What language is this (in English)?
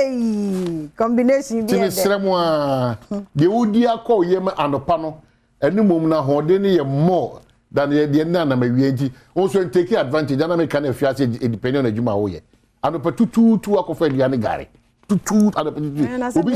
Akan